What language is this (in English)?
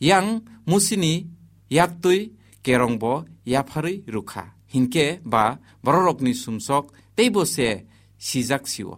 Kok Borok